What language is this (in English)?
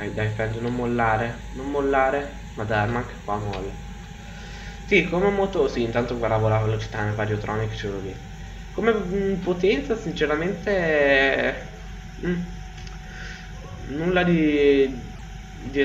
Italian